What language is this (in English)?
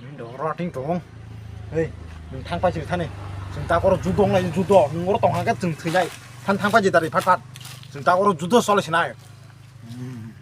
Kok Borok